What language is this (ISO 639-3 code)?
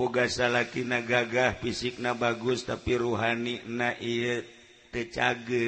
sun